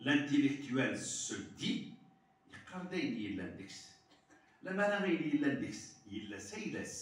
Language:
Kabyle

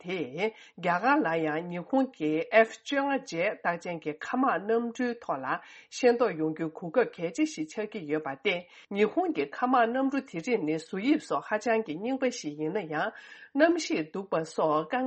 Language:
Tibetan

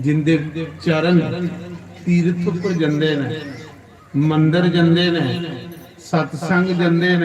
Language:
Dogri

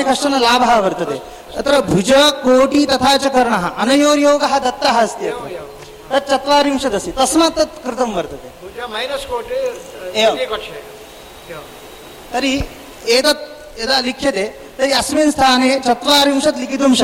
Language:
Sanskrit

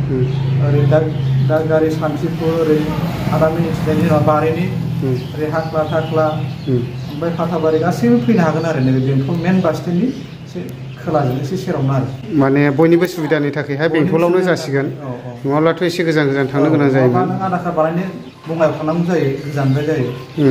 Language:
Bodo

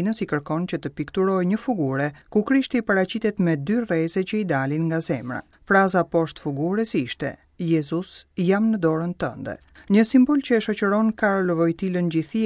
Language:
Albanian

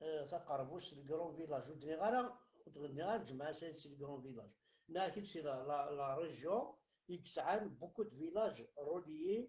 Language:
Kabyle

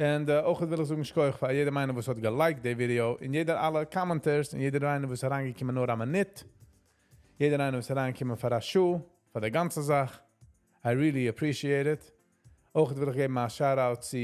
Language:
Yiddish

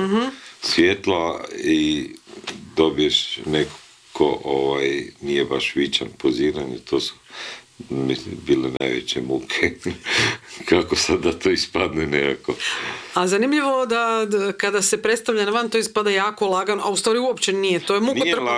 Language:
Croatian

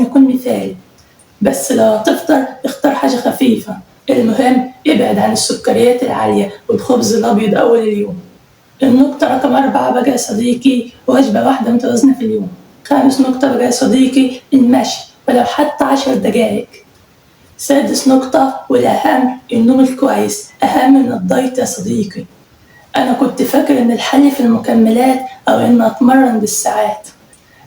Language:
Egyptian Arabic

